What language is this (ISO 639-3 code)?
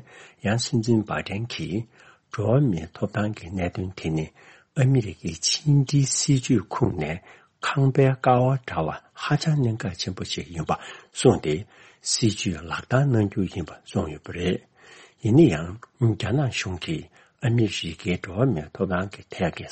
bod